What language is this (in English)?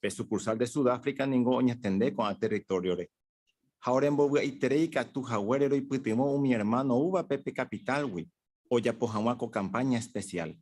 Guarani